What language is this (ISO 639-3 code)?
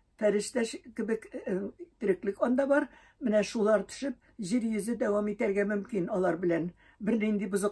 tat